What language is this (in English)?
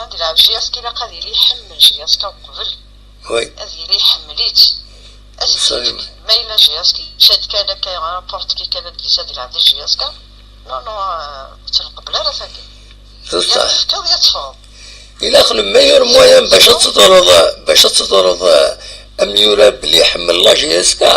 Kabyle